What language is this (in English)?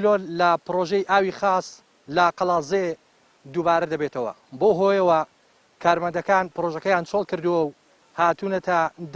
Central Kurdish